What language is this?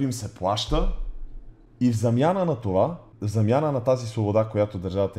Bulgarian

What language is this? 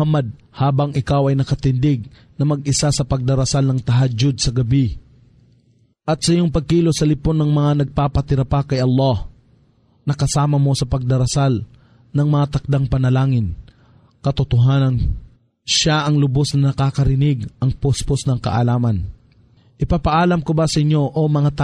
Filipino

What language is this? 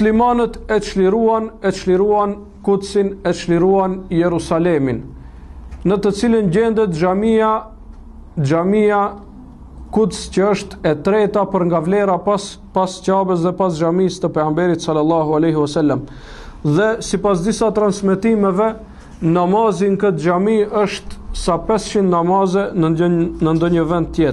Albanian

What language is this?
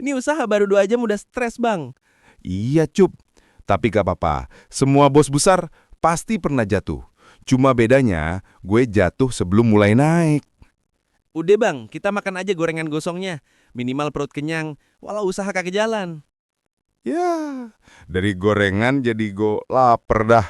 Betawi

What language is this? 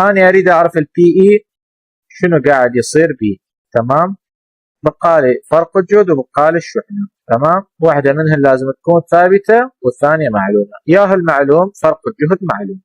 Mesopotamian Arabic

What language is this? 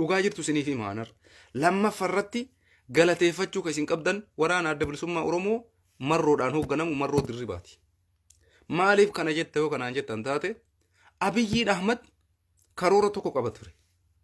Oromo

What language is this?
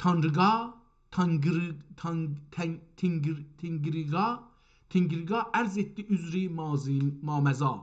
South Azerbaijani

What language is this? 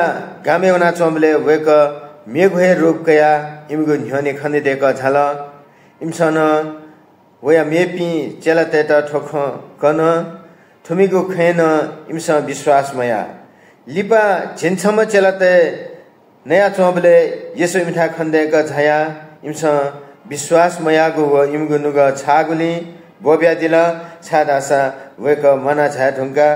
Newari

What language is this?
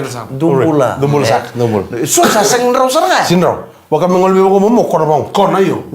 Fijian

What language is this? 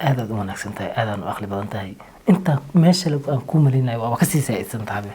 Somali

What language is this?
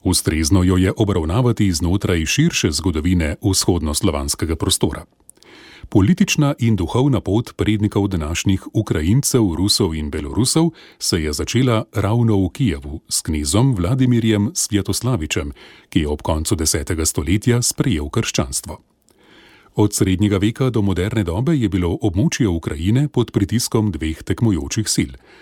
Slovenian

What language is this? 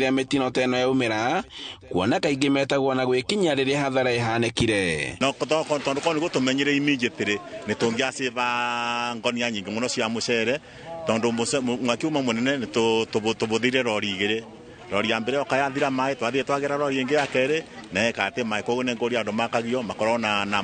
Kikuyu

